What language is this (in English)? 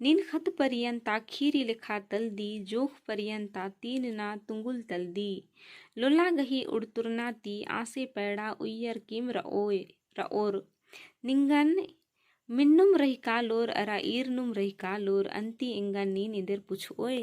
Kurukh